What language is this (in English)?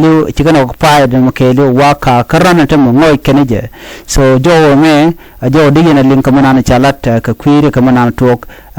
Nuer